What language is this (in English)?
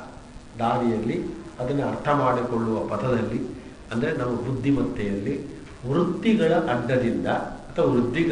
Kannada